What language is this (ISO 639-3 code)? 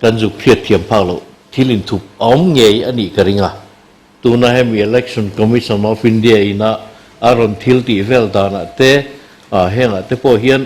lus